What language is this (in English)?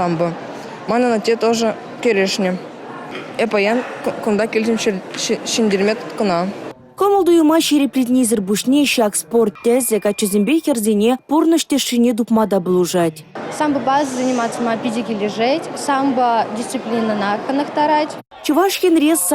Chuvash